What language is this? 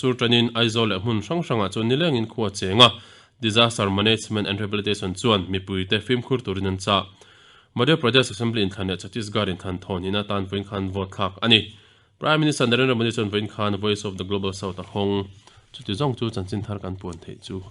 Mizo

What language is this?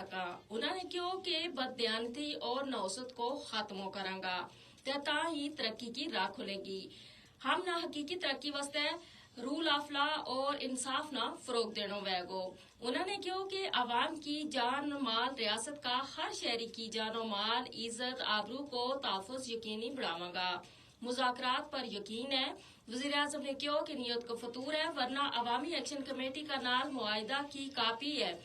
Gujari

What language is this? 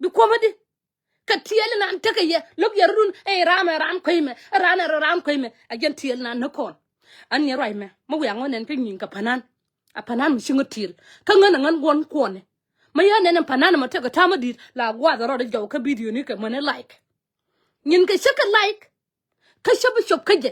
Nuer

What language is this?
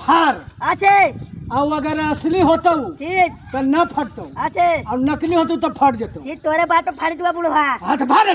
Magahi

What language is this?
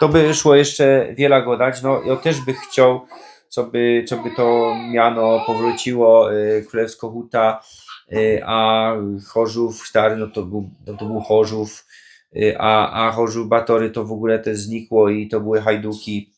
Silesian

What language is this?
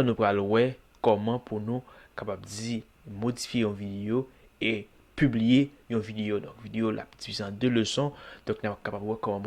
Haitian Creole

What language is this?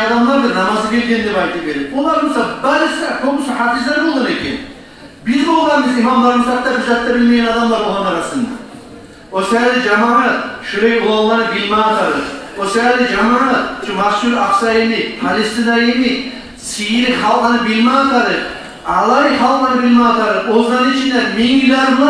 Kumyk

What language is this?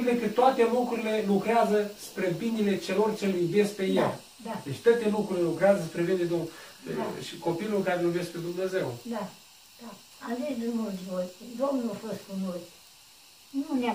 Romanian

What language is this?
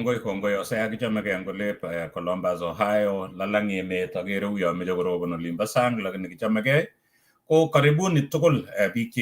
Kalenjin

